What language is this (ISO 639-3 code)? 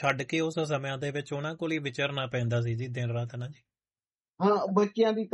pan